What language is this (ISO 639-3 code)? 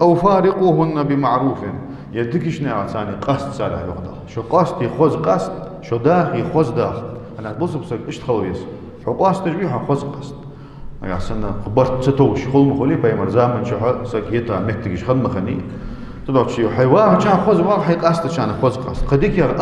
inh